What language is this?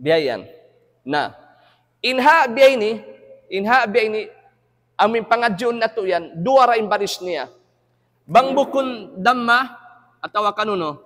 Tausug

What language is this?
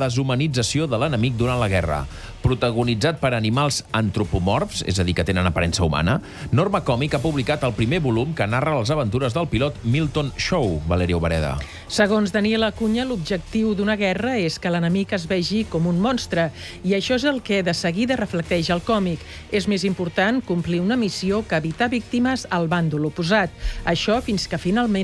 Catalan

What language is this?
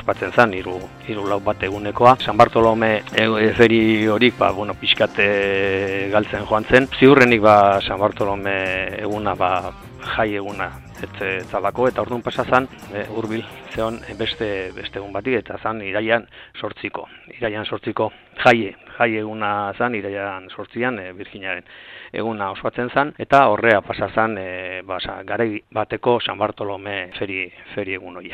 Basque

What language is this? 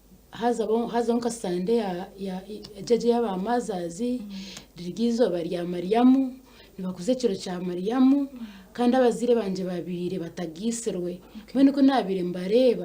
Nyankole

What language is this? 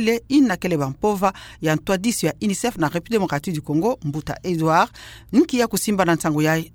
Kituba (Democratic Republic of Congo)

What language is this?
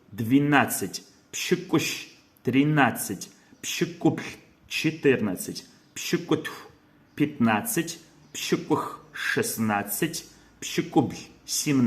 Kabardian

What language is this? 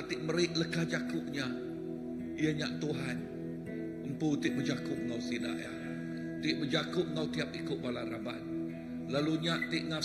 Iban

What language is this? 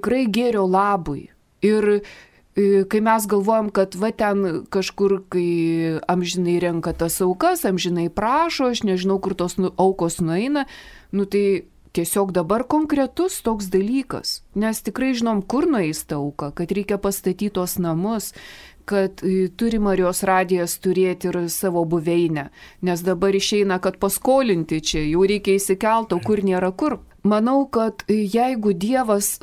Lithuanian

